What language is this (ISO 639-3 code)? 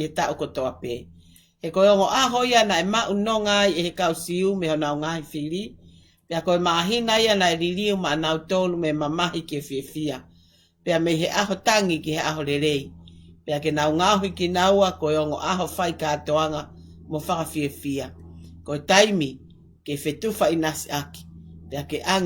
ton